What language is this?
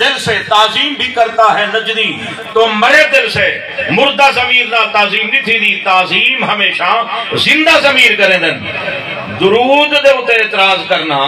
Saraiki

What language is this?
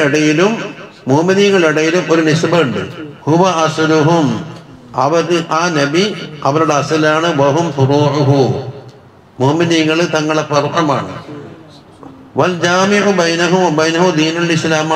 Malayalam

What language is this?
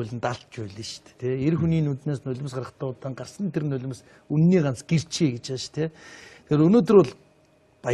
Mongolian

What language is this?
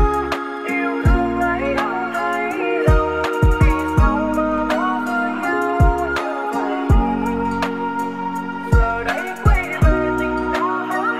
Vietnamese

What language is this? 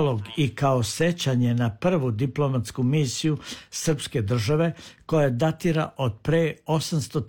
Serbian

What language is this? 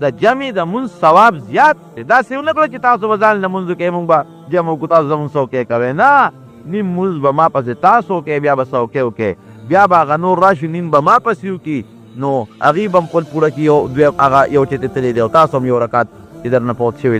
Pashto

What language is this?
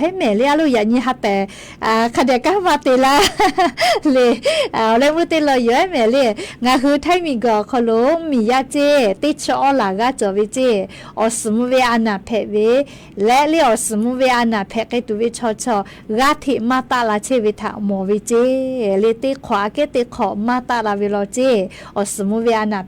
Lahu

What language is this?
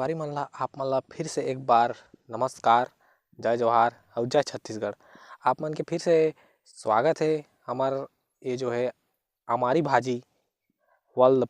Chhattisgarhi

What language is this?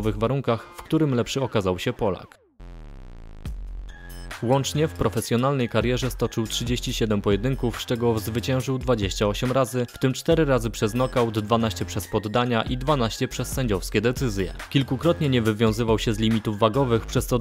Polish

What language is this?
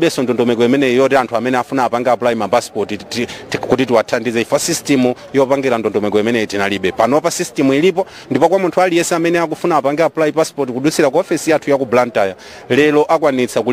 Nyanja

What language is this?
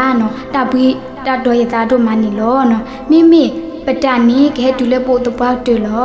S'gaw Karen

